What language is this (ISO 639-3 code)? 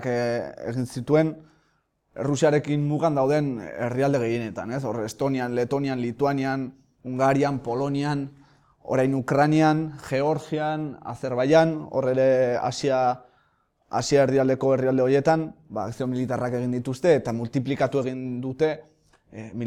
eus